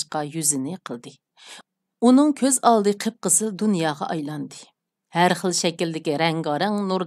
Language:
Uyghur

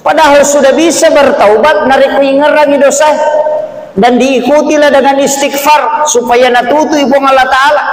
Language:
Buginese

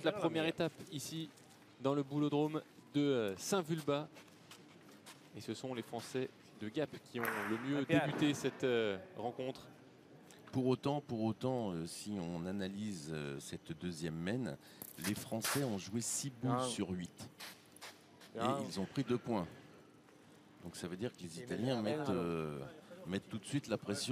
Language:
French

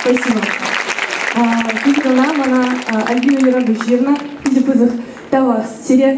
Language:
Chuvash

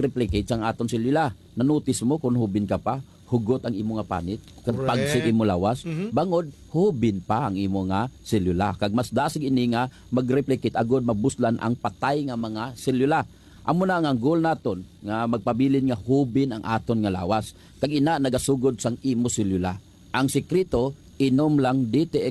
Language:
Hiligaynon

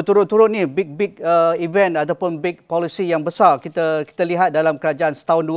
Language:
Malay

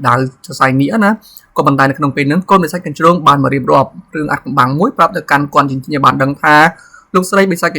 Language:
Khmer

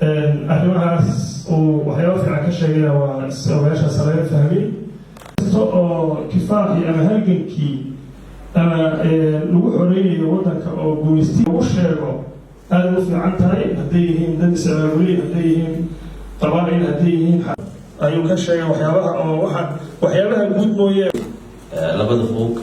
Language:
Somali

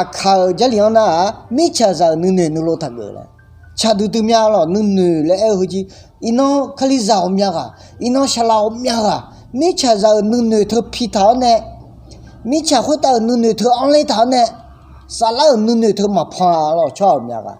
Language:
Akha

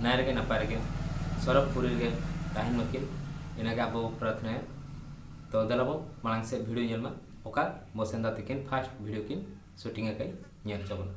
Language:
Santali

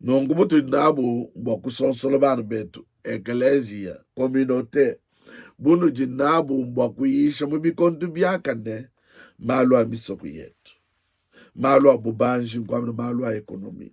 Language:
Luba-Lulua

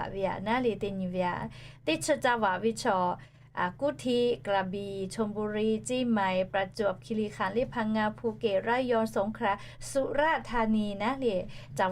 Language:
Lahu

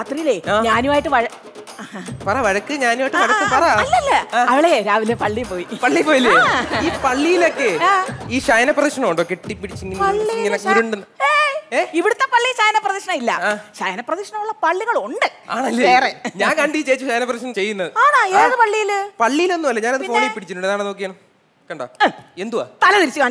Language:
Malayalam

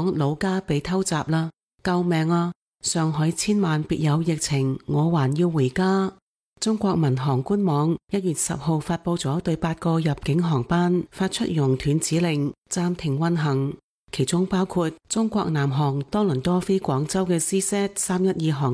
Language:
Cantonese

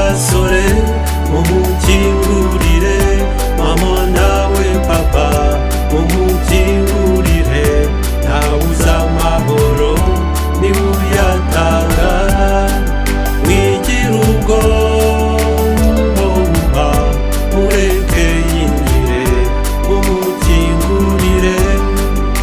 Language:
Kinyarwanda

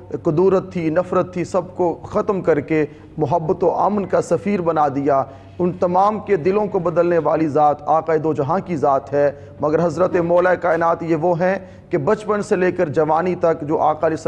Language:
Urdu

